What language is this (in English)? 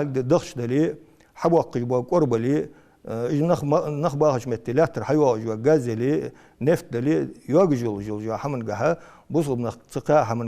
Ingush